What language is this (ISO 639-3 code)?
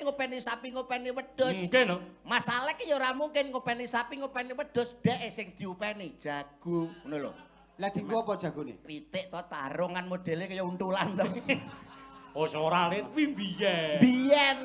jav